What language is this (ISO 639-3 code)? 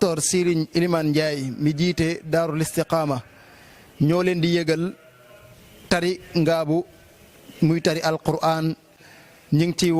wol